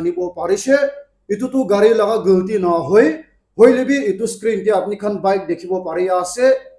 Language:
Naga Pidgin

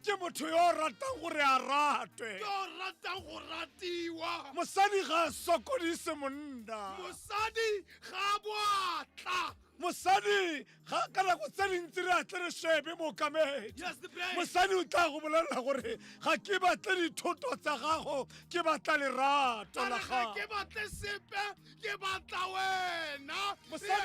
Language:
Tswana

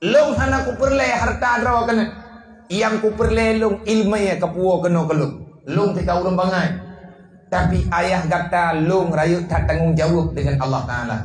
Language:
Achinese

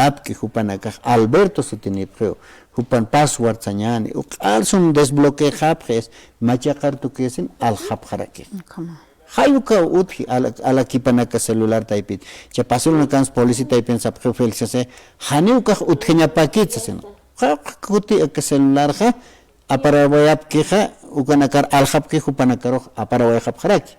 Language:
Aymara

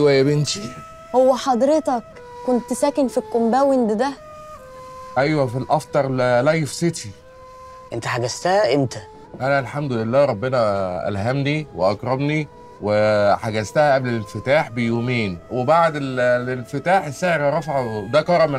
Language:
Egyptian Arabic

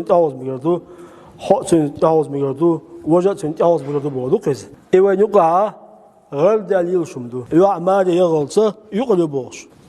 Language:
Chechen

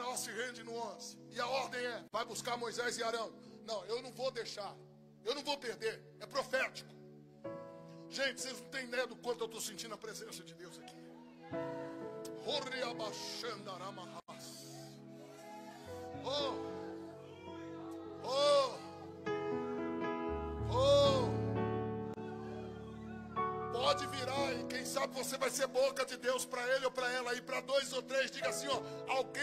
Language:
Portuguese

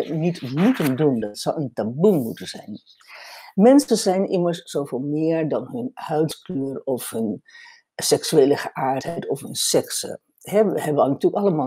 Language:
Dutch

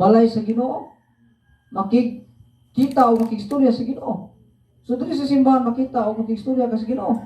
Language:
Cebuano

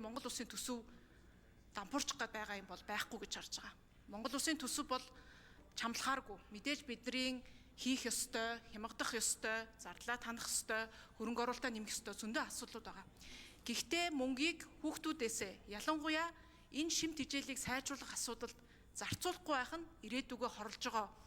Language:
Mongolian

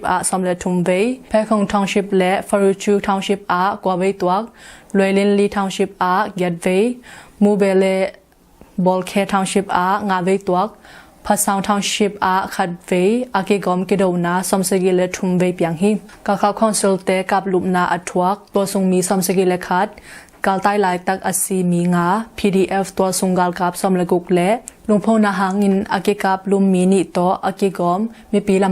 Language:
Tedim Chin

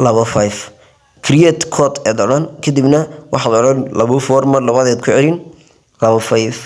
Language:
Somali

